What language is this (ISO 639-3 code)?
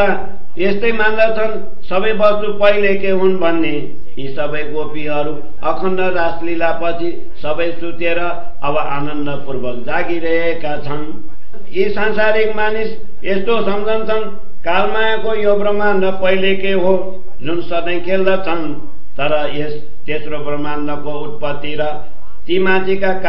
nep